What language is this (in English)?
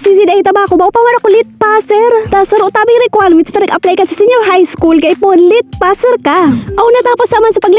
Bikol